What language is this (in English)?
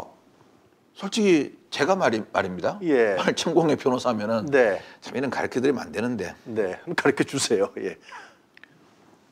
Korean